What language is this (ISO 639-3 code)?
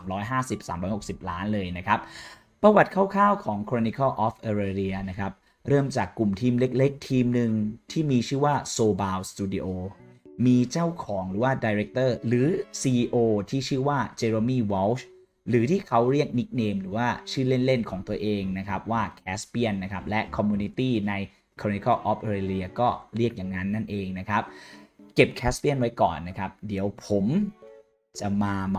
tha